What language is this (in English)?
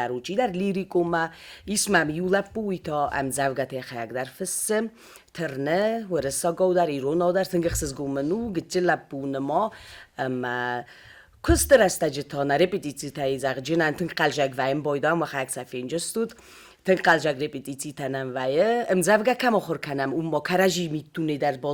Ossetic